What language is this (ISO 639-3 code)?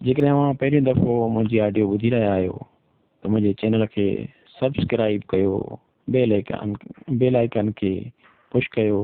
snd